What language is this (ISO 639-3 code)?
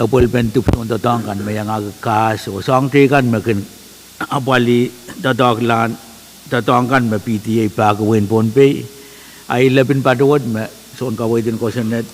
pon